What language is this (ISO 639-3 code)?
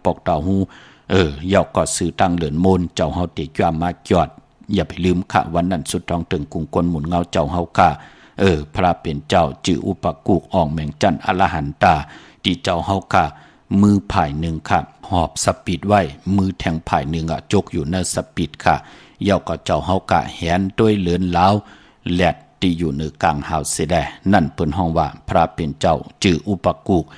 shn